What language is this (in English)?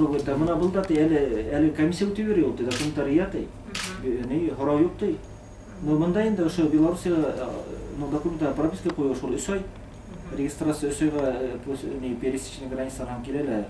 Bashkir